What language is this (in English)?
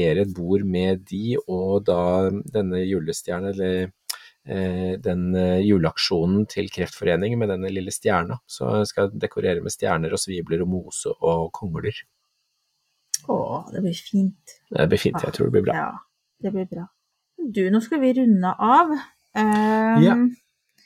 Norwegian